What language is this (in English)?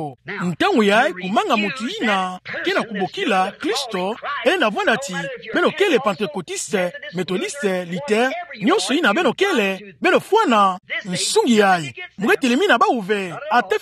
Kituba (Democratic Republic of Congo)